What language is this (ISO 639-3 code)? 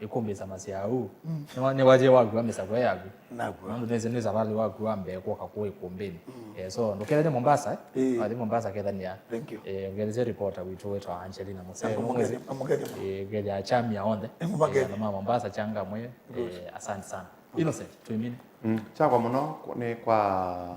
kam